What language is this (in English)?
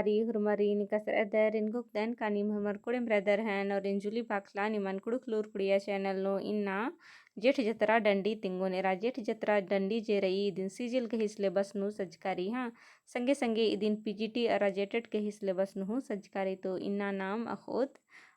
Kurukh